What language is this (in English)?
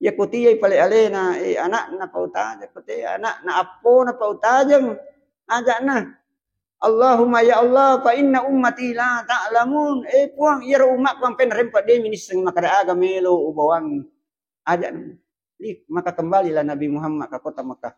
Buginese